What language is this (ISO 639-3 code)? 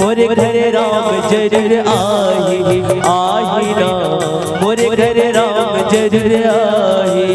hne